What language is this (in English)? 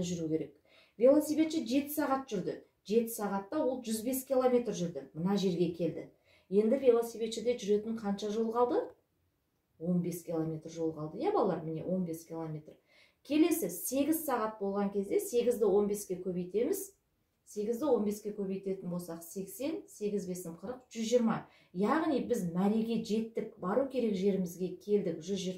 Kazakh